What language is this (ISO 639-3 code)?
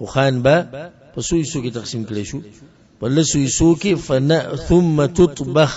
pus